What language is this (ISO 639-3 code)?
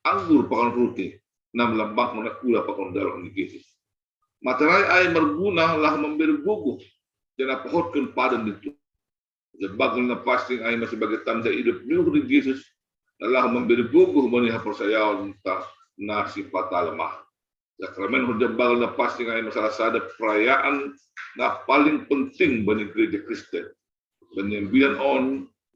bts